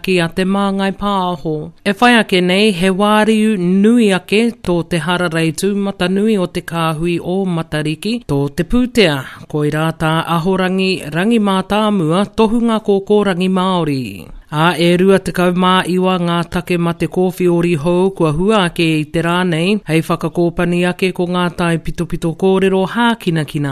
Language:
Māori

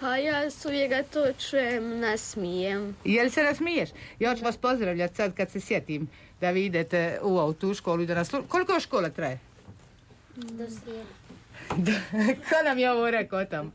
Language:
Croatian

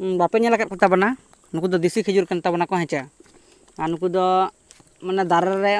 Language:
Santali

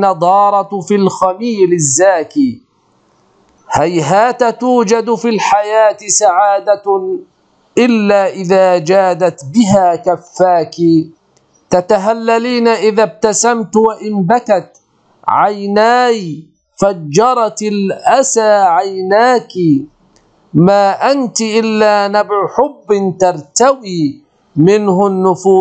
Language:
Arabic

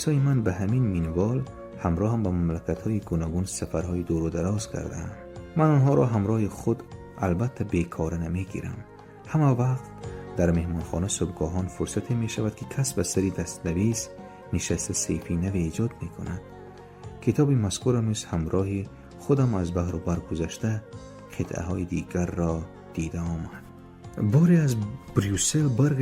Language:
Tajik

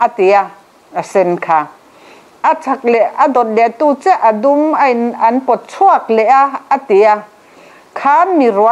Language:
Mizo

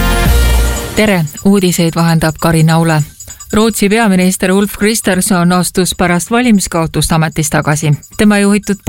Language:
Estonian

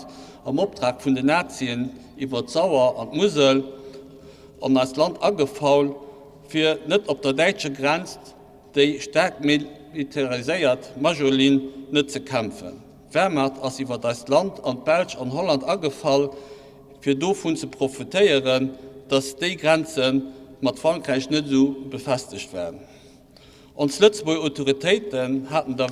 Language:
Luxembourgish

